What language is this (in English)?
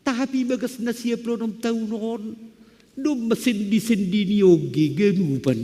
Batak Simalungun